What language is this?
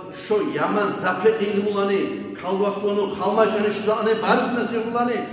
Kumyk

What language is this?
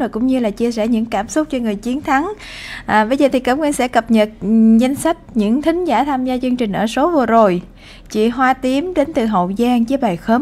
Vietnamese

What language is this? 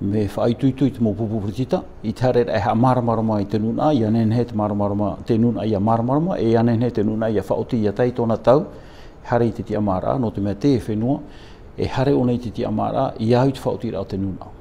Tahitian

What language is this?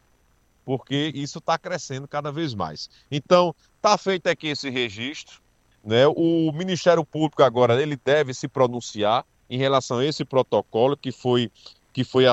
Portuguese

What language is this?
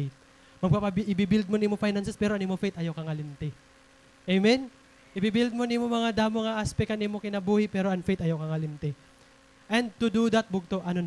Waray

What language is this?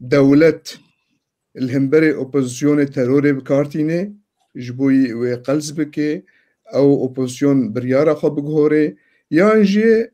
Kurdish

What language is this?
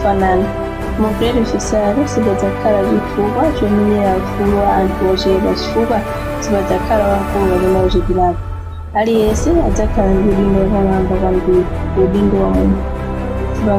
Nyanja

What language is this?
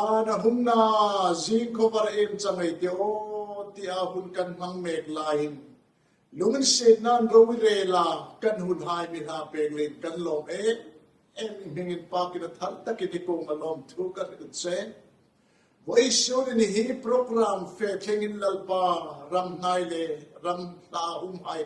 Hmar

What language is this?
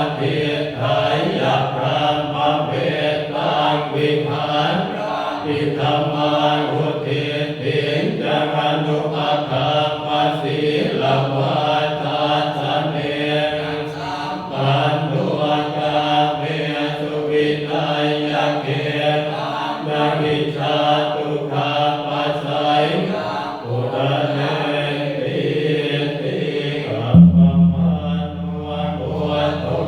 Pali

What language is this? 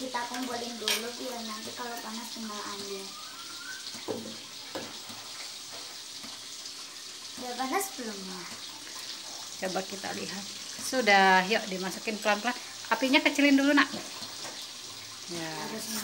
Indonesian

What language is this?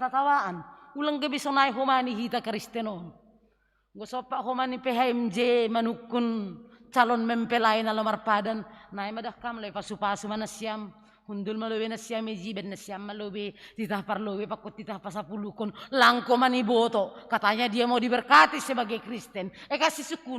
Batak Simalungun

